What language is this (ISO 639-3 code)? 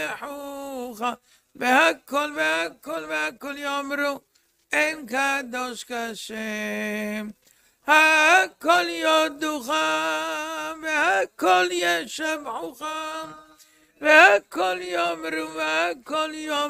heb